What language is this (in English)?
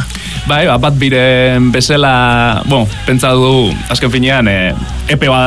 Basque